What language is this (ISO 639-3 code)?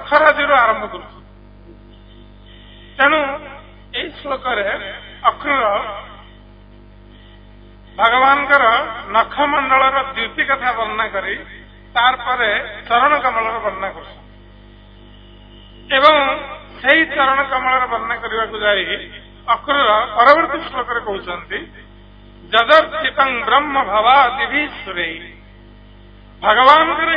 ori